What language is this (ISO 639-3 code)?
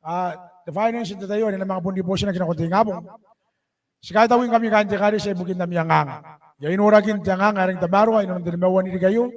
gil